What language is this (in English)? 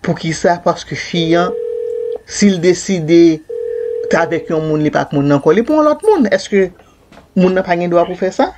Haitian Creole